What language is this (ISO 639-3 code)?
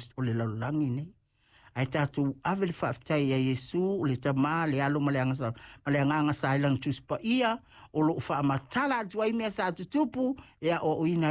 smo